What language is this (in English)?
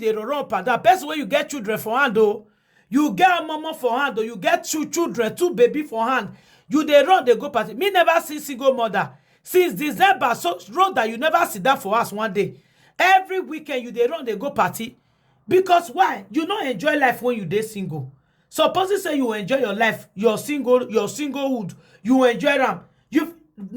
Nigerian Pidgin